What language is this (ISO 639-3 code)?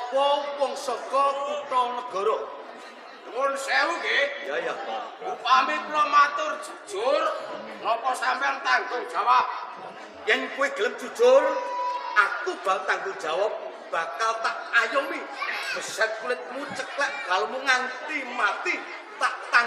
jav